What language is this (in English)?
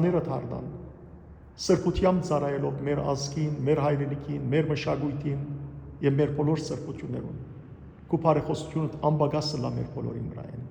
Western Armenian